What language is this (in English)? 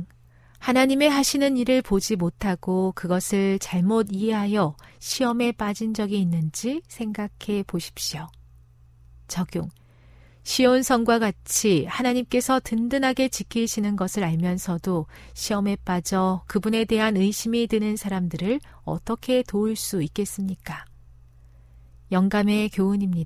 Korean